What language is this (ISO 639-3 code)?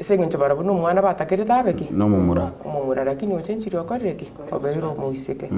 guz